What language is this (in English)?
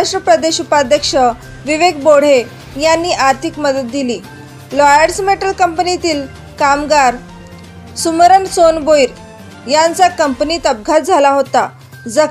Marathi